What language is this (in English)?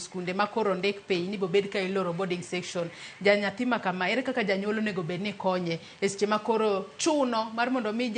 Luo (Kenya and Tanzania)